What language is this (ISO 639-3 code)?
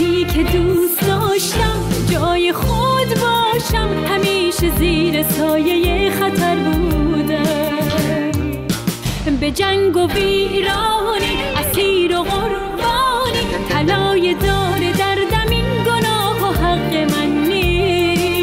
fas